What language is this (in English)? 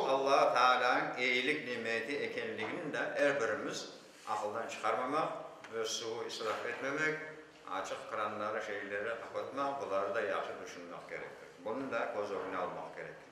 Crimean Tatar